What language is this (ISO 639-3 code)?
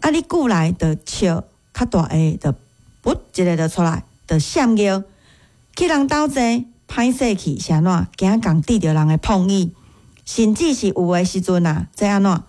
nan